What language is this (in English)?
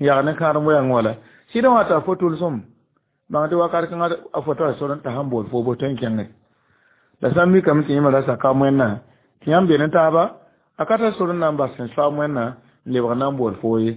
Mossi